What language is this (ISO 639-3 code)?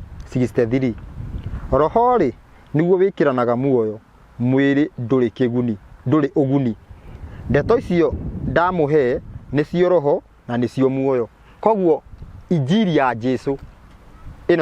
kik